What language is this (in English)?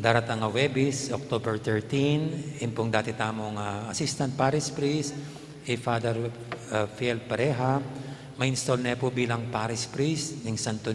Pampanga